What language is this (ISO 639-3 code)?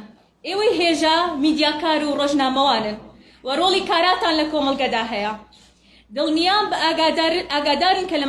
ckb